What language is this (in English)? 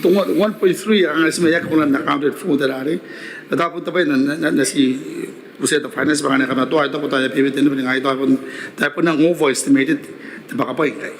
Gilbertese